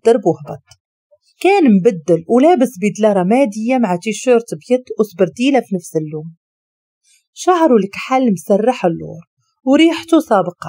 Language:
Moroccan Arabic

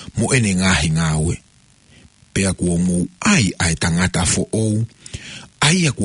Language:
Tongan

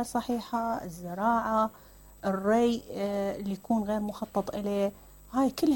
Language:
Mesopotamian Arabic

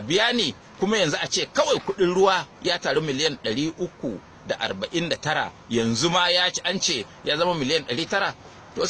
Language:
Hausa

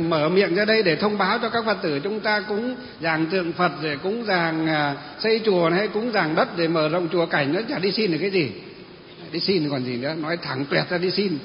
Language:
Vietnamese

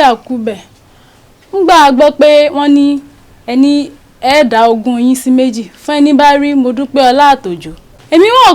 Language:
Yoruba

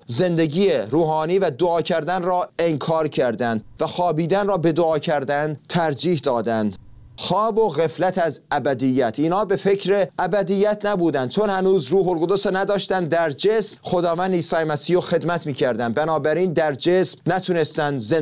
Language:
Persian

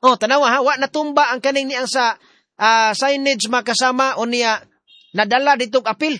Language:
Cebuano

